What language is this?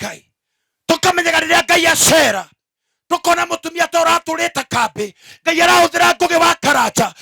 Kikuyu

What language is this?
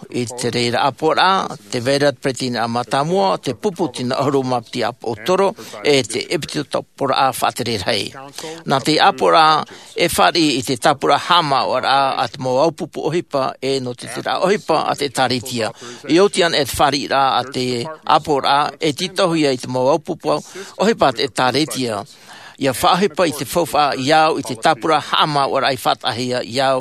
Tahitian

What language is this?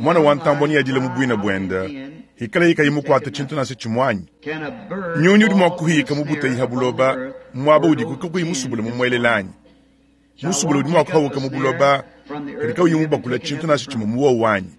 Luba-Lulua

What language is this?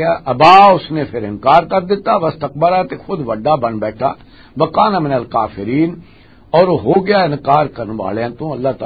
Western Panjabi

